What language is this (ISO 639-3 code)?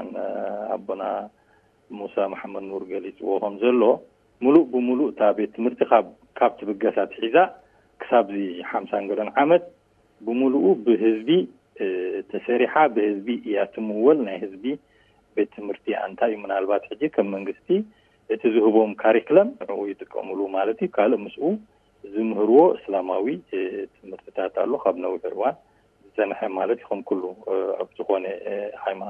tir